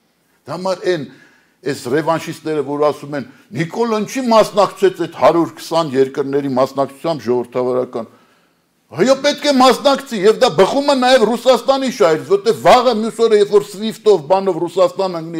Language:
Armenian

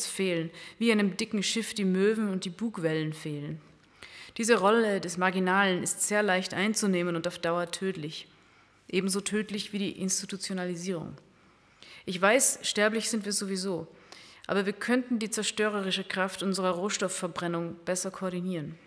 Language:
German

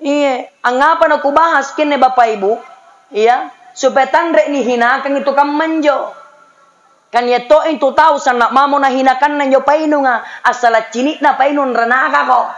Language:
Makasar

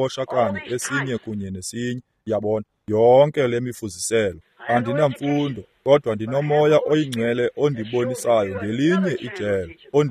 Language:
Xhosa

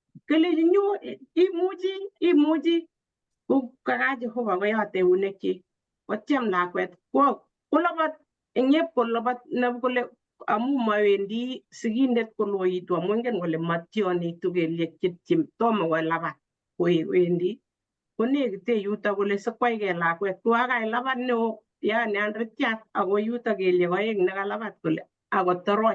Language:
Kalenjin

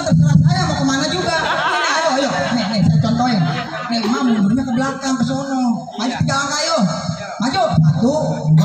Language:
Betawi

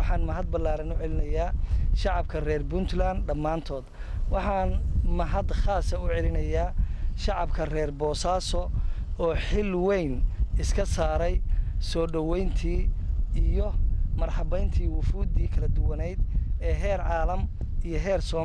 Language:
Somali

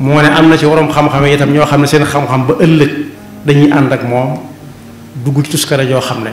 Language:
Wolof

